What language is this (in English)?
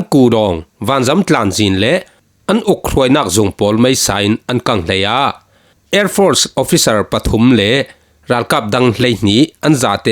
Falam Chin